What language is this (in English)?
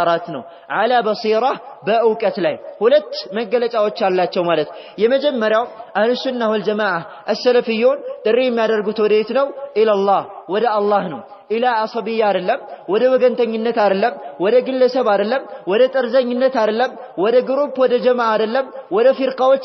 Amharic